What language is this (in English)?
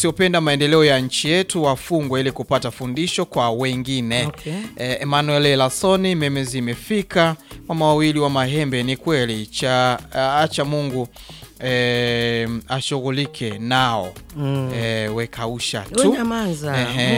Swahili